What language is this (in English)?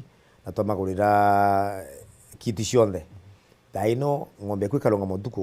Meru